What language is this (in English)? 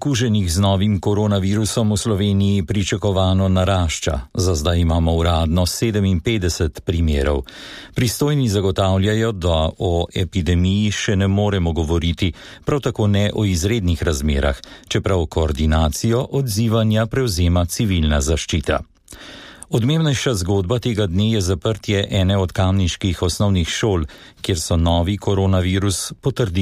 Slovenian